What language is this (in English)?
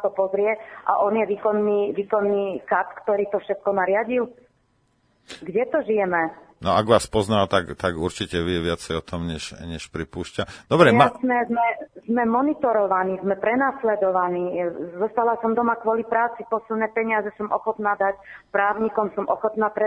Slovak